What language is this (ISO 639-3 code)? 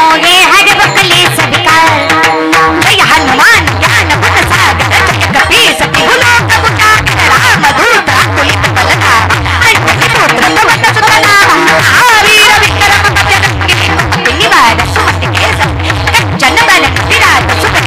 mar